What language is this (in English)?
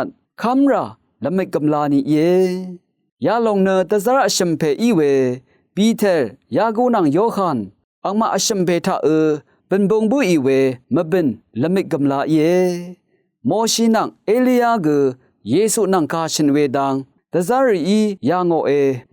Rawang